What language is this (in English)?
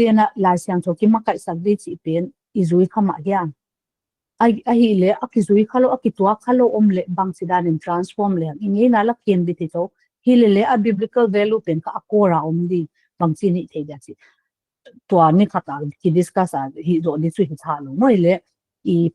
Paite Chin